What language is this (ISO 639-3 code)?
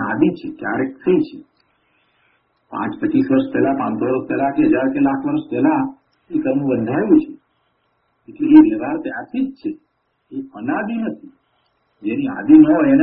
guj